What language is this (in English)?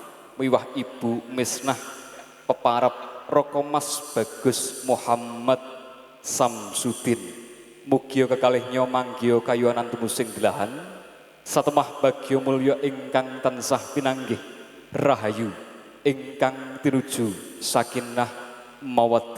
Javanese